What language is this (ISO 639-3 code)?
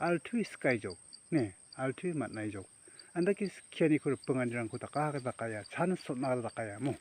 grt